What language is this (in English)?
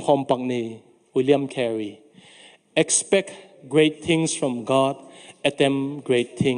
Tedim Chin